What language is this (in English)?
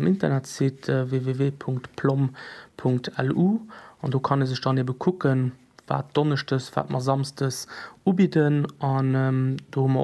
Luxembourgish